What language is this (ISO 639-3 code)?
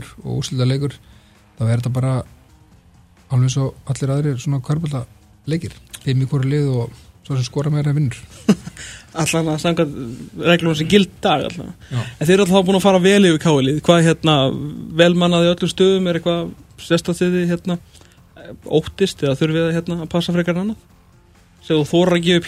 isl